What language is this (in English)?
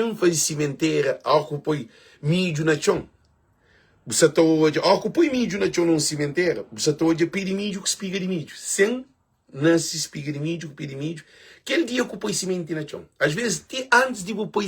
Kabuverdianu